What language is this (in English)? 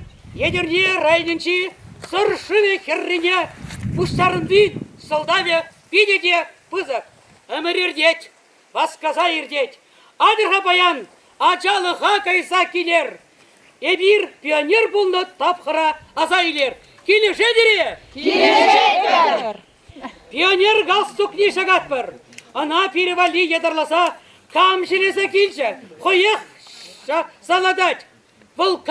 Chuvash